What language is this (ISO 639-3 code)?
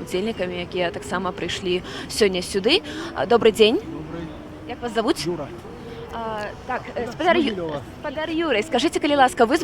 bel